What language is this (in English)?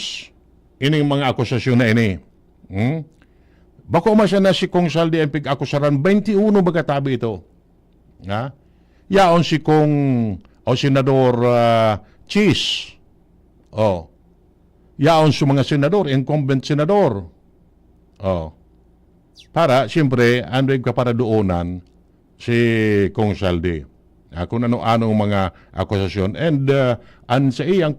Bikol